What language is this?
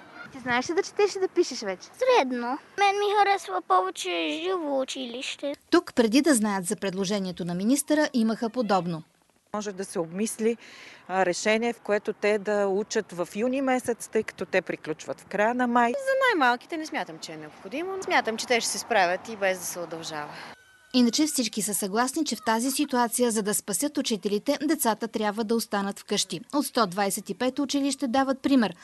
Bulgarian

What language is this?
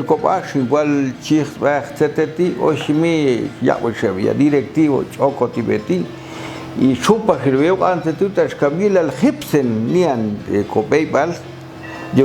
Popti'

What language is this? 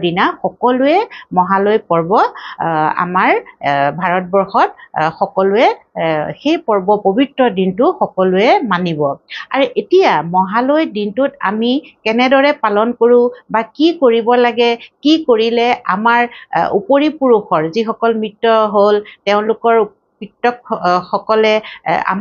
Assamese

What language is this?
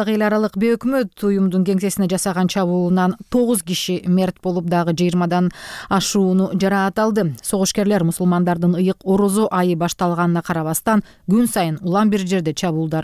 Kyrgyz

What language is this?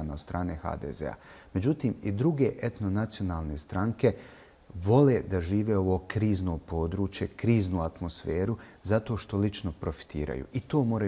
Bosnian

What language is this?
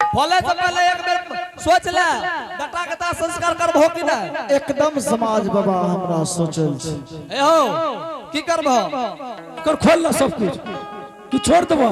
Angika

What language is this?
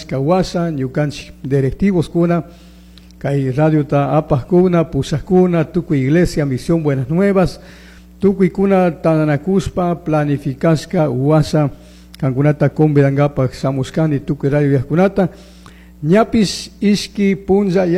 Chimborazo Highland Quichua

